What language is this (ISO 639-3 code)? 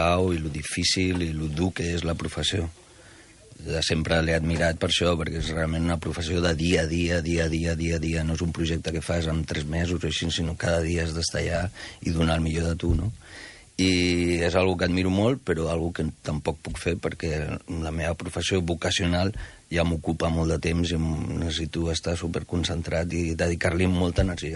cat